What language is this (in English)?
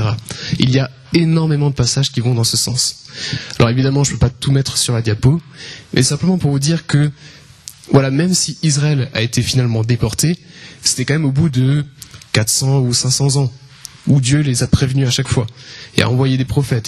French